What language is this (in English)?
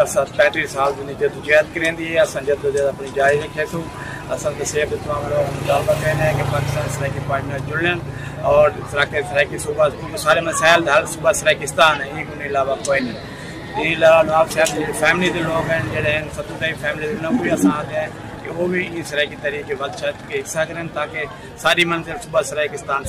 Saraiki